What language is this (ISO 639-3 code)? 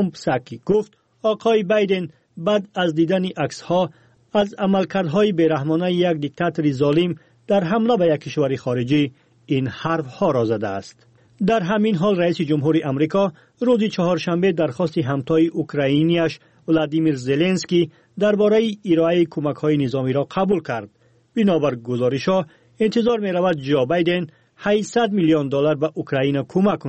fas